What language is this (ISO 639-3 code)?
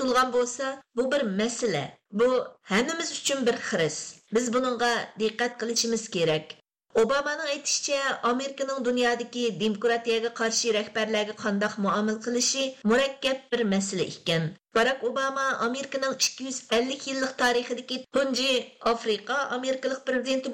uig